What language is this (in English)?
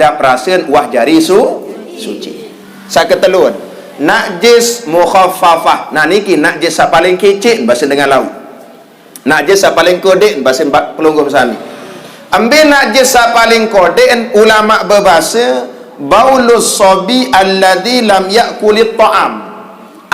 Sasak